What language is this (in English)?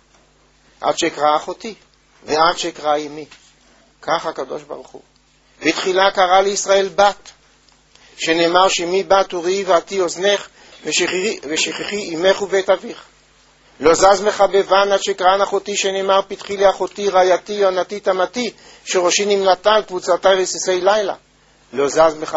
Hebrew